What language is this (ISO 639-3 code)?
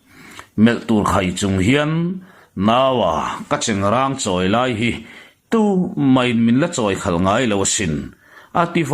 lus